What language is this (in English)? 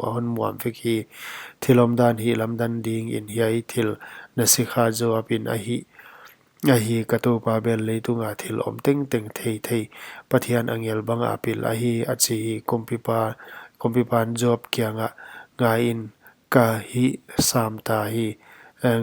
Paite Chin